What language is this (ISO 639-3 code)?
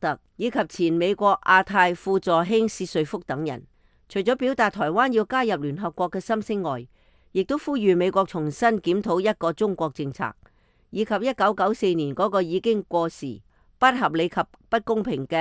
yue